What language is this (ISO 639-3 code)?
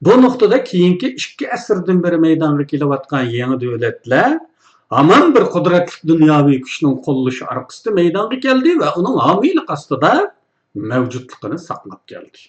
uig